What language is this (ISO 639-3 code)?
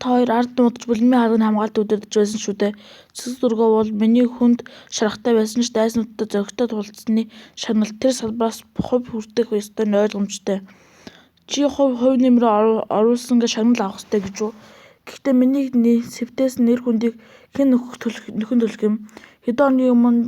mon